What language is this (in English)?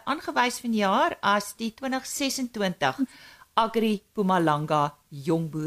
Afrikaans